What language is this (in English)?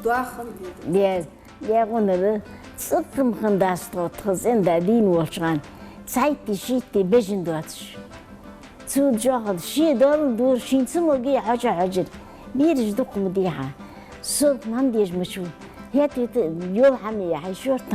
Ingush